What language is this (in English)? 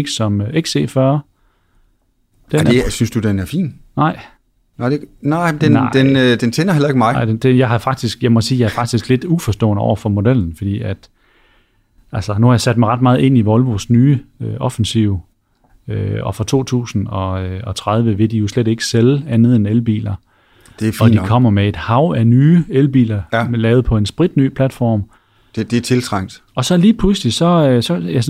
Danish